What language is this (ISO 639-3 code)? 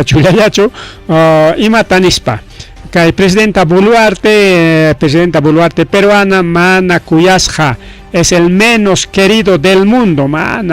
quy